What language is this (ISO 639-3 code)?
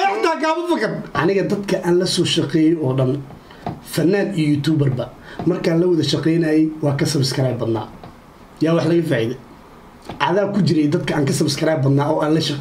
som